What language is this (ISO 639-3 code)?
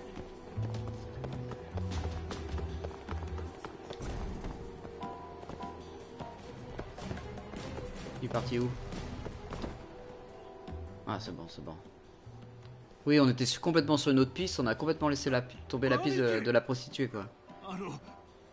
fra